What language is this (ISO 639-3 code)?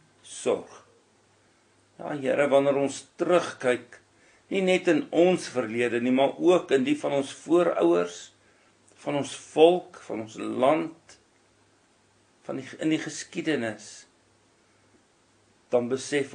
afr